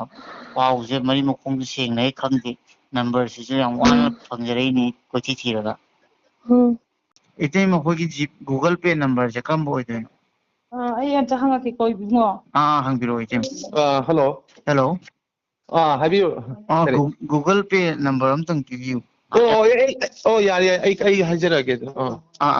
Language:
Manipuri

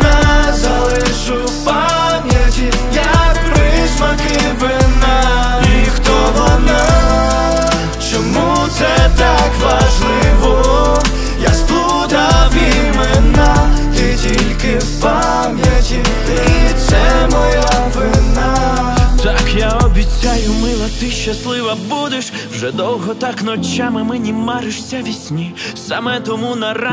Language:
Ukrainian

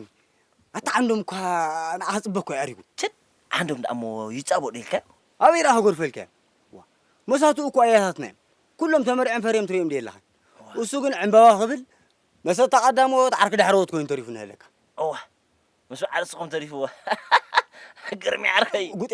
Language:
Tigrinya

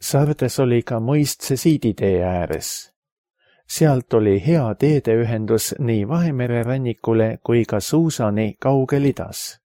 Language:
Estonian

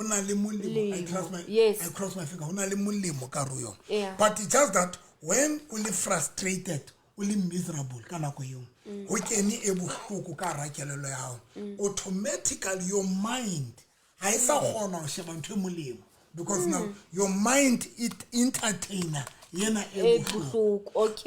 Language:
Southern Sotho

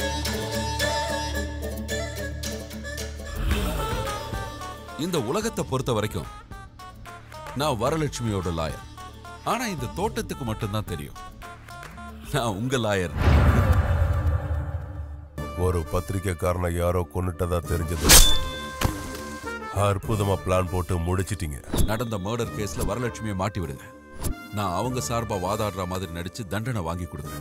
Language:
Tamil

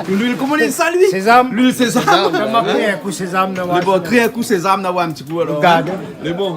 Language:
Réunion Creole French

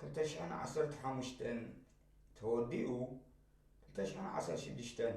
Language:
Tigrinya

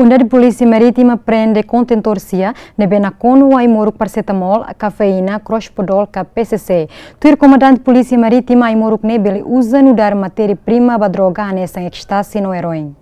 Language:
Tetum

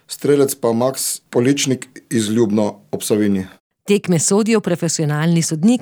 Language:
Slovenian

